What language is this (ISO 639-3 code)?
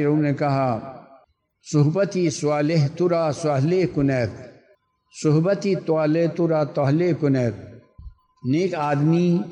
urd